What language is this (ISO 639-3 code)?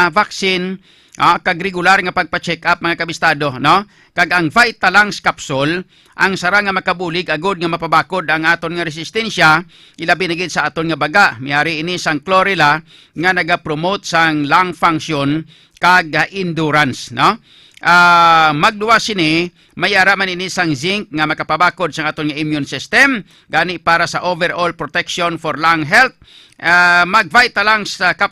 hil